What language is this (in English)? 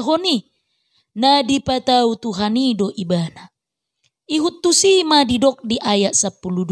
Batak Toba